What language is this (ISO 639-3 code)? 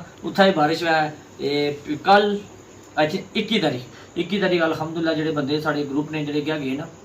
phr